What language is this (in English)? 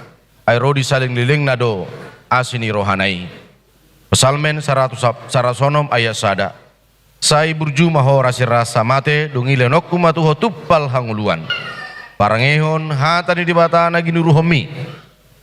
Batak Toba